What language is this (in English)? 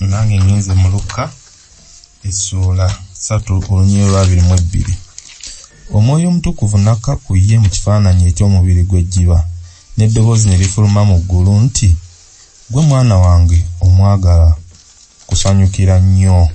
Ganda